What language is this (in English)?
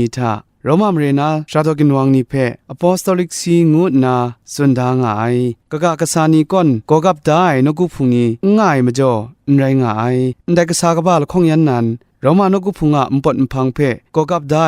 Kachin